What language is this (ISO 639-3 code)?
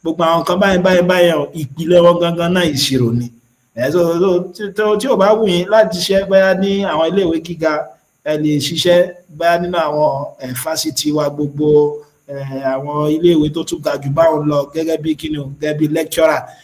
yor